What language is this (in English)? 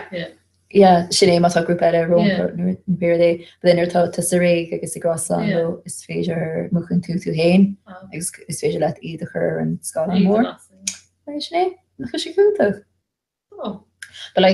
Irish